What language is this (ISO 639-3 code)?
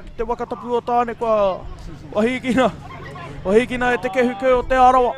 mri